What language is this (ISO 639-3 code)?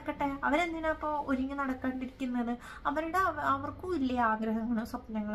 mal